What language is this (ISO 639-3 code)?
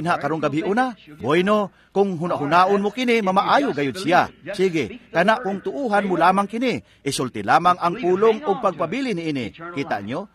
ceb